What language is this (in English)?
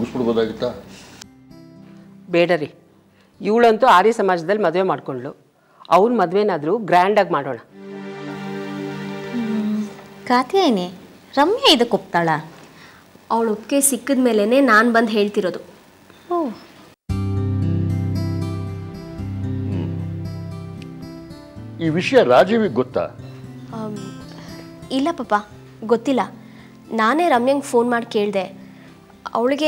Kannada